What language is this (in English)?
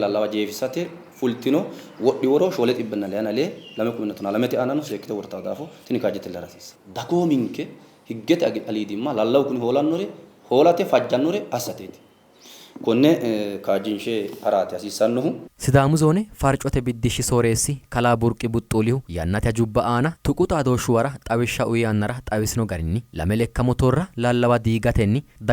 Sidamo